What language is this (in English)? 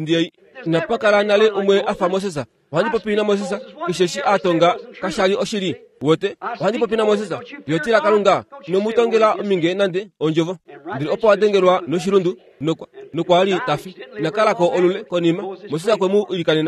Kuanyama